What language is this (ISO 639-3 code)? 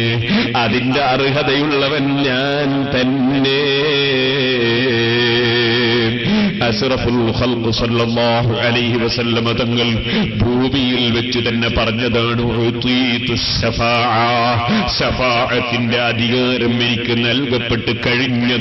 mal